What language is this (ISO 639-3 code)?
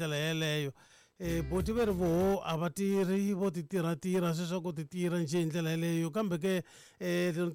tso